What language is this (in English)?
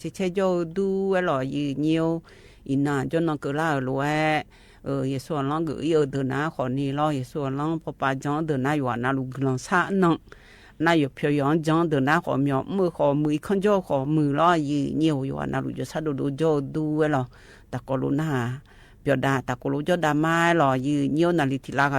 Akha